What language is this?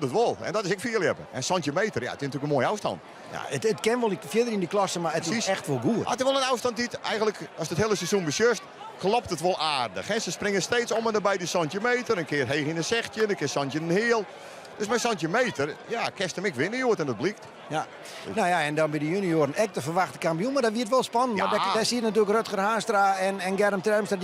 Western Frisian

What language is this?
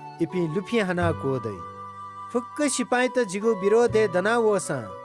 Newari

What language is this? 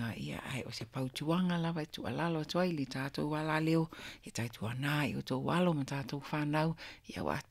Samoan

